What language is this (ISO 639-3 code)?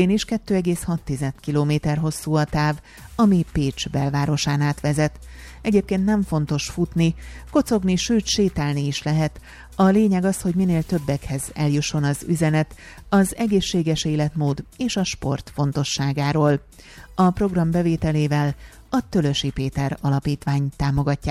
hun